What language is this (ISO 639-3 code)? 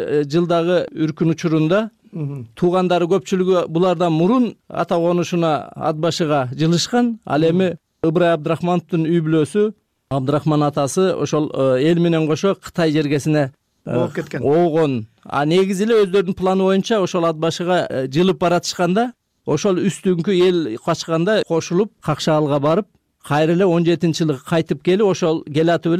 kir